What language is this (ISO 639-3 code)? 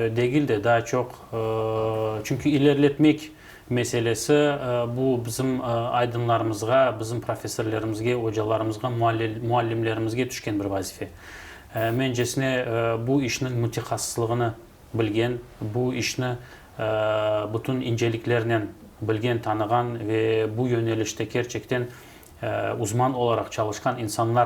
crh